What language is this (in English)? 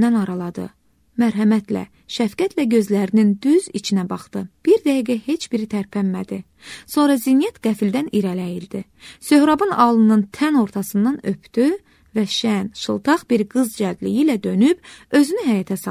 Azerbaijani